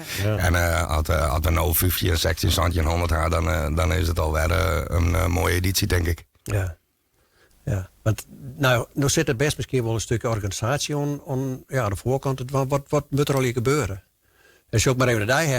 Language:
Western Frisian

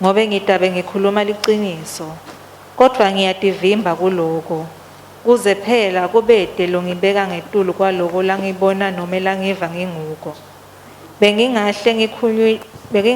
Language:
Swati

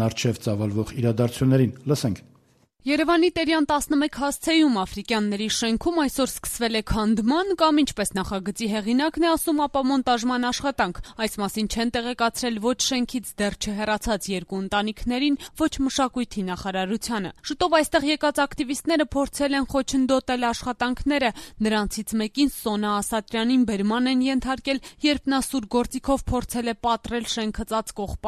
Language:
Armenian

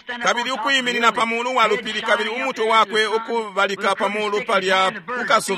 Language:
Bemba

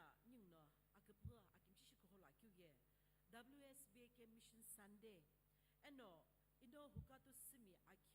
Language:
Sumi Naga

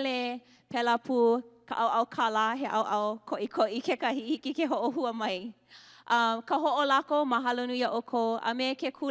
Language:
Hawaiian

